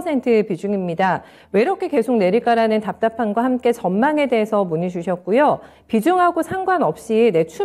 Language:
Korean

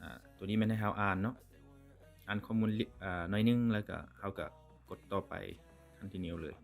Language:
Lao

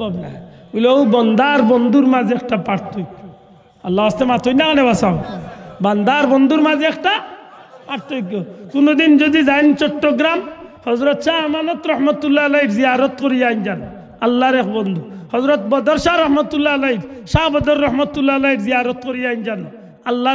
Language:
Sylheti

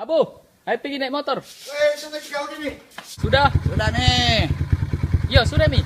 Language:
Makassar Malay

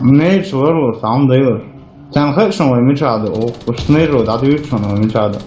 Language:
Chechen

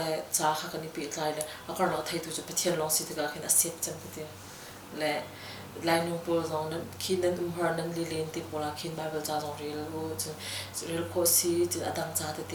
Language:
Hakha Chin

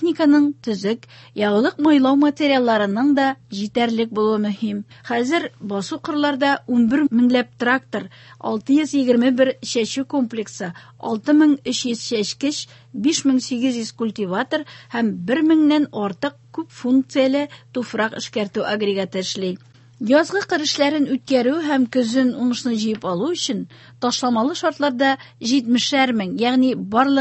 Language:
Tatar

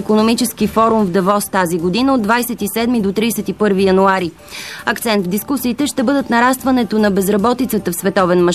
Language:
Bulgarian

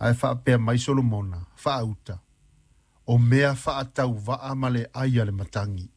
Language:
Samoan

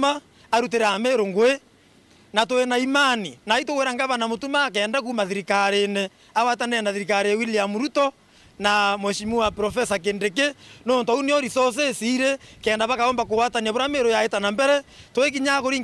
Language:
Meru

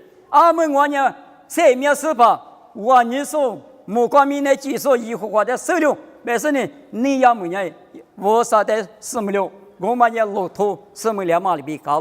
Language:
Lisu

